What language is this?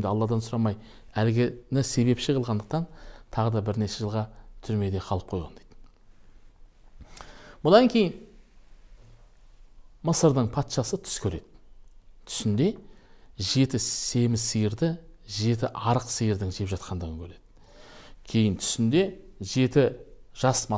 Kazakh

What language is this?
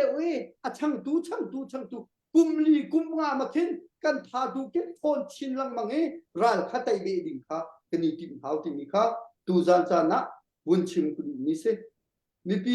Hakha Chin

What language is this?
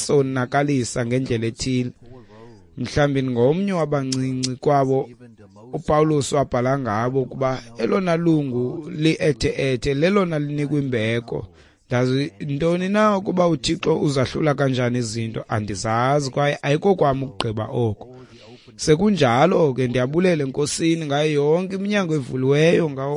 Xhosa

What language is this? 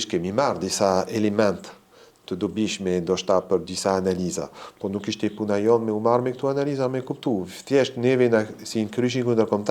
Albanian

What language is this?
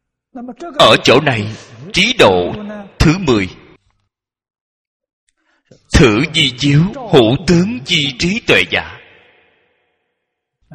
Vietnamese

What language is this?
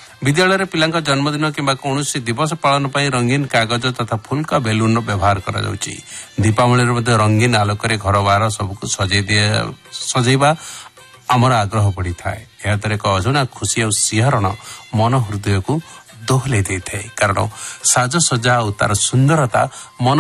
Odia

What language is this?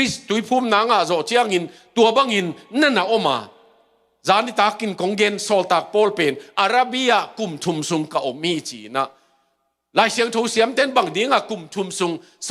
Tedim Chin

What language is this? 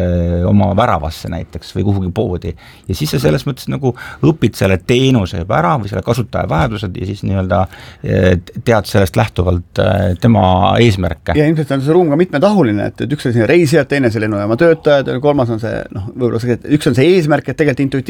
Estonian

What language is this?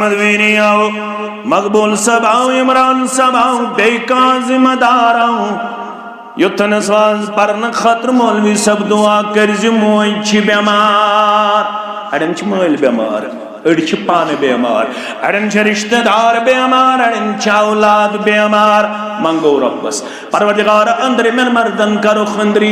Kashmiri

